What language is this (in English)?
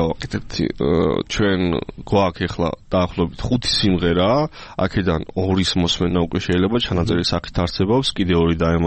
Georgian